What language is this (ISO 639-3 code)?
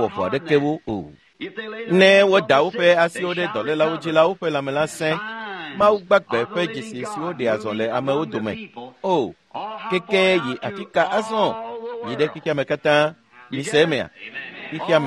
ewe